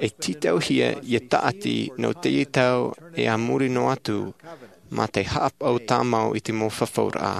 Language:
Tahitian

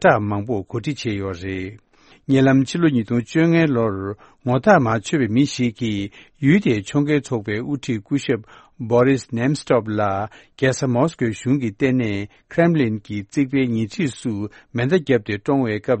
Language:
Tibetan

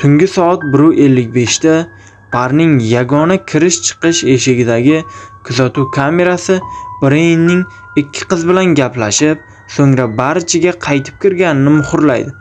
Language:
Uzbek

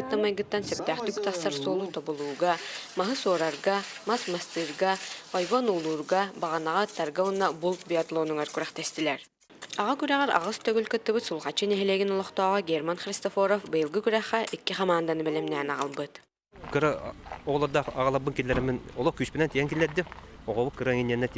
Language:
Yakut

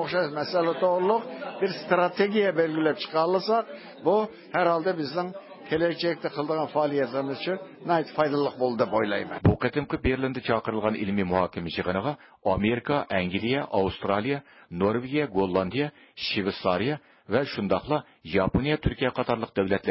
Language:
Uyghur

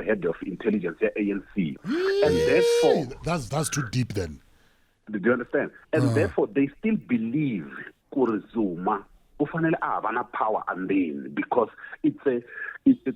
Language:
Tsonga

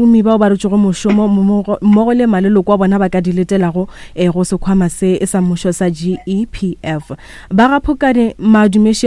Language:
Northern Sotho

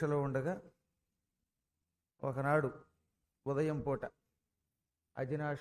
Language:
Telugu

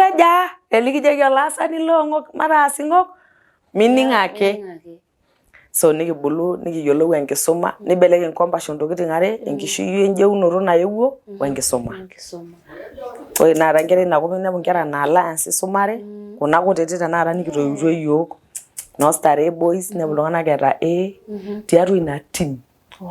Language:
Masai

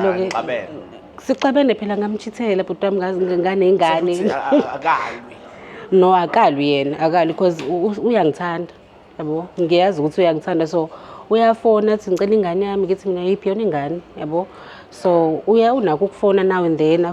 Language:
Zulu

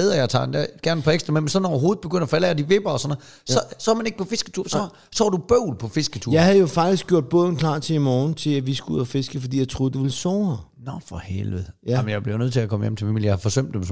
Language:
Danish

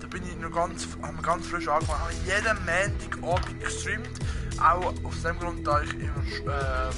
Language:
Swiss German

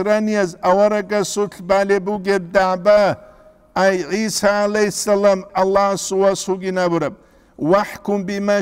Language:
Avaric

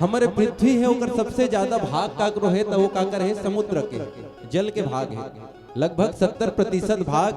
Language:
Chhattisgarhi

